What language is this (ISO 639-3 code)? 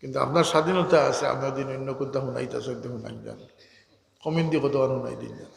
syl